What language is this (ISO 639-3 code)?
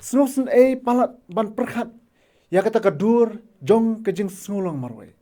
kha